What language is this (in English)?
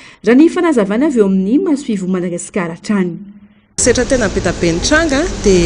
Malagasy